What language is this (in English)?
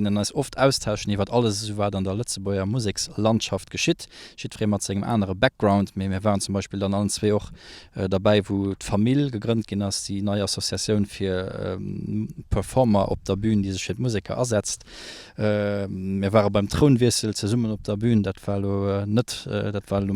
Luxembourgish